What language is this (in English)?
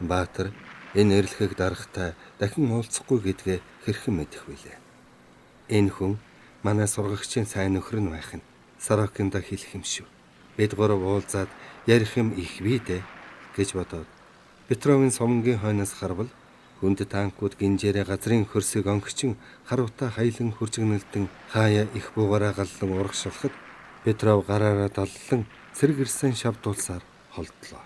Mongolian